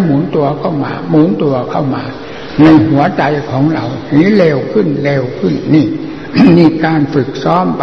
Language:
Thai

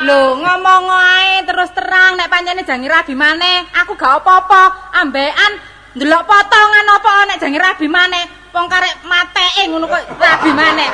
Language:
Javanese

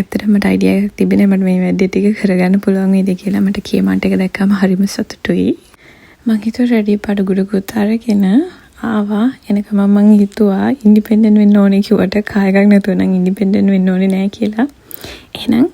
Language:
Sinhala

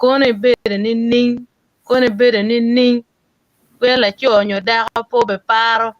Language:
Acoli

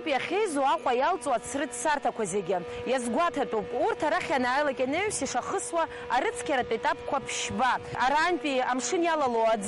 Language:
Abkhazian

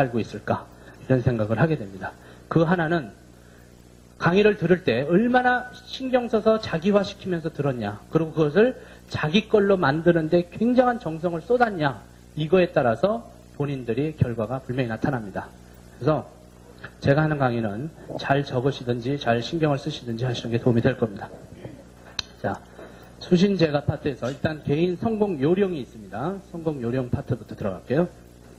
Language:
Korean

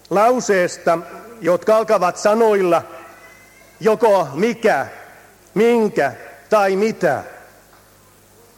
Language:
Finnish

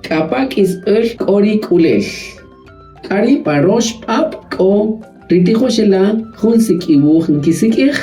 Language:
Kaqchikel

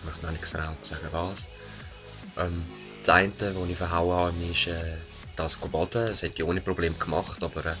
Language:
Swiss German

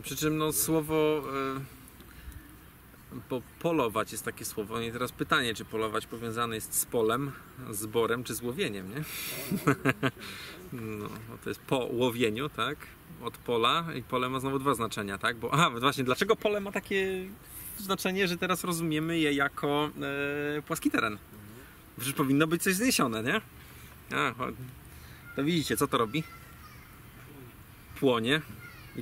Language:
Polish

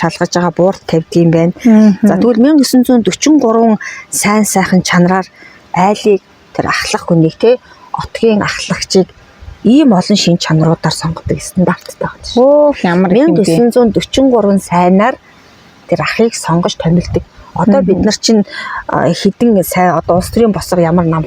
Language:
Mongolian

